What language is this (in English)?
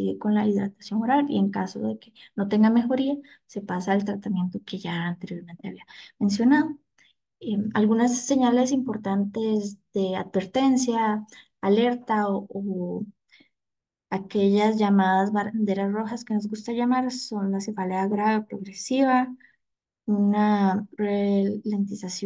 Spanish